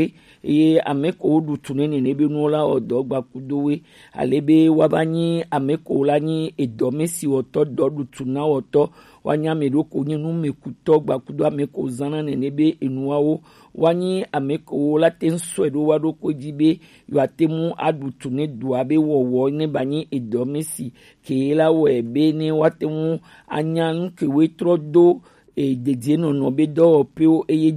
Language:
Gen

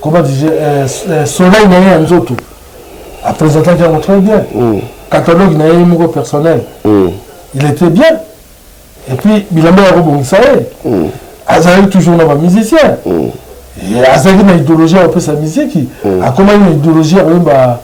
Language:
Lingala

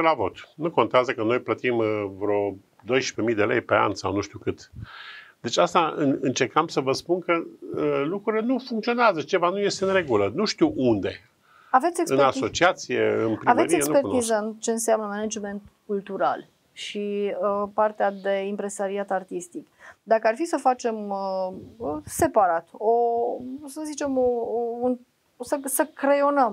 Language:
Romanian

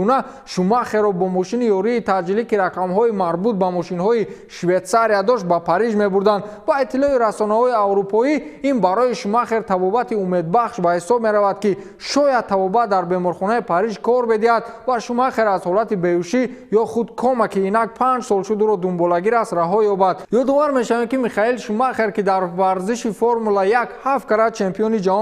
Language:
Tajik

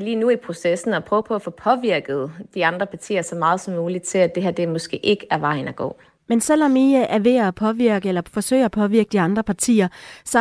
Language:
Danish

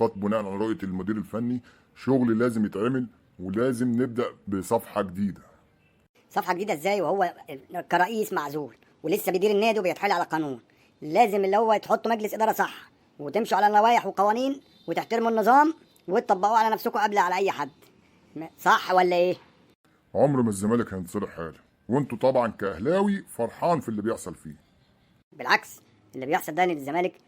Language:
Egyptian Arabic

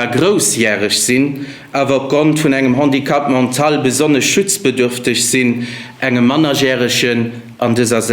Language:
Luxembourgish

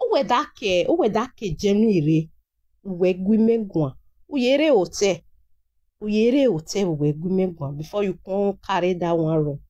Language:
Nigerian Pidgin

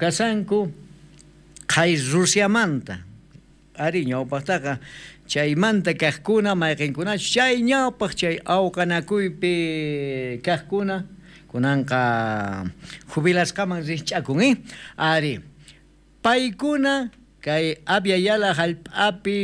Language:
South Bolivian Quechua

